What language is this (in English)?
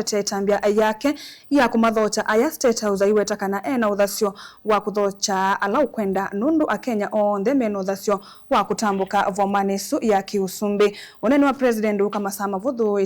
Kamba